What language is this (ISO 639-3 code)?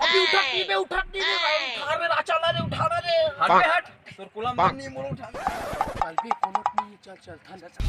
hne